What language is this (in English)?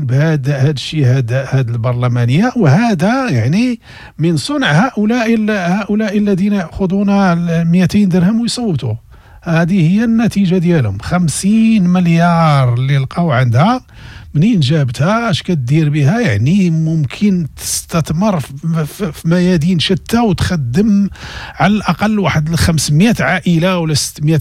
Moroccan Arabic